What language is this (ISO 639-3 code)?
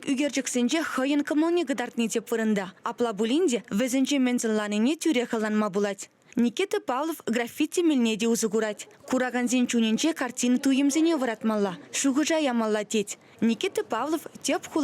chv